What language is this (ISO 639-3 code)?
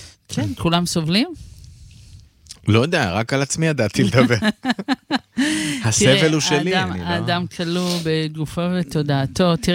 heb